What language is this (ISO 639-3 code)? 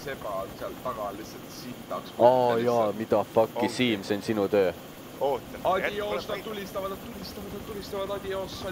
est